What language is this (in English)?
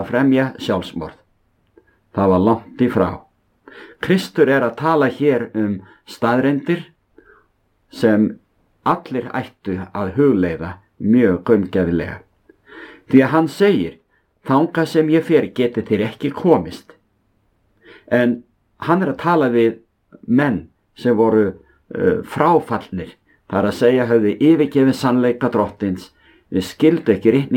Icelandic